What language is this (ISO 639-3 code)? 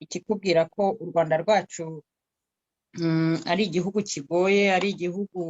kin